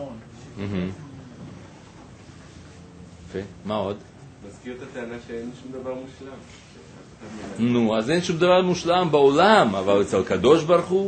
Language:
Hebrew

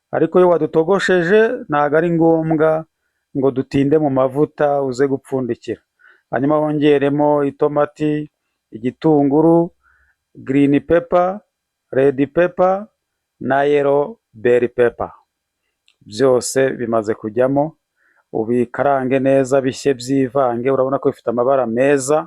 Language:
Kinyarwanda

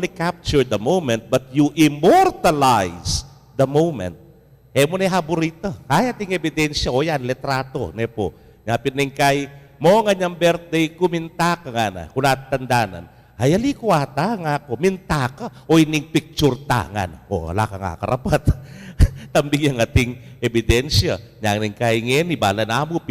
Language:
Pampanga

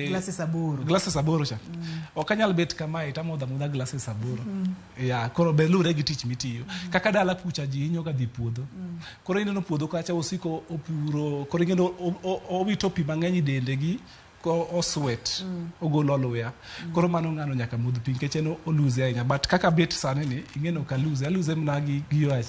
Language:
Luo (Kenya and Tanzania)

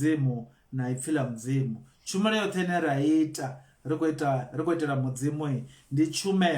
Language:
Venda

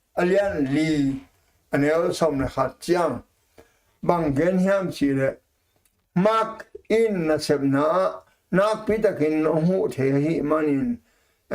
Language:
Tedim Chin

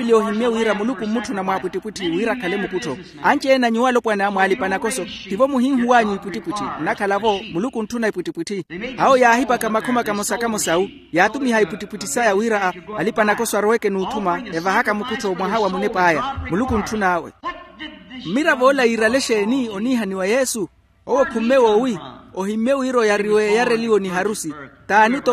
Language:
Makhuwa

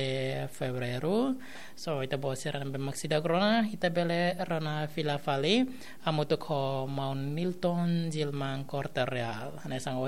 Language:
Tetum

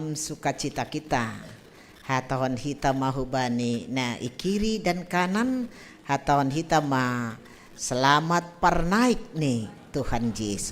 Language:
Batak Simalungun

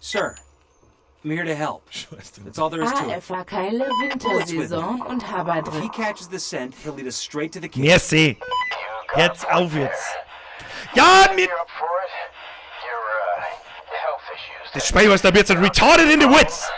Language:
Bavarian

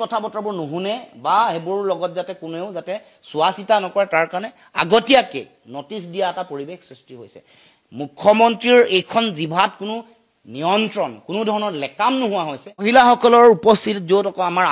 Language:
Assamese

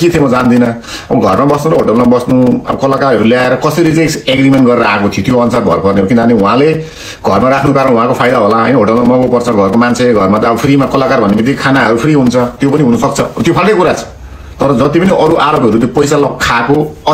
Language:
Nepali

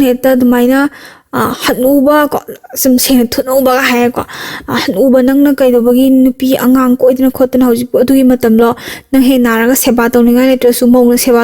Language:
Manipuri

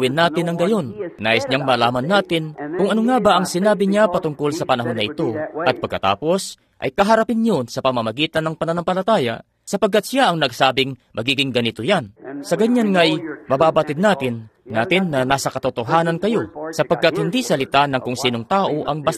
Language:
Filipino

